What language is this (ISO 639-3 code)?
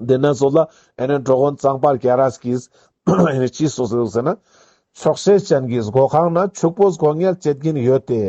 lbj